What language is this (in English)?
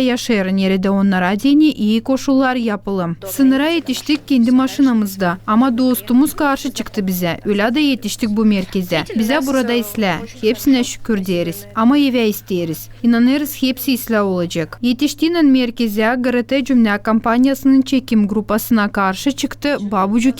Gagauz